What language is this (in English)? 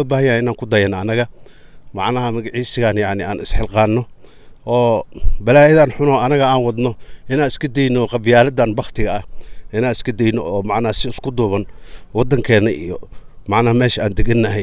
Somali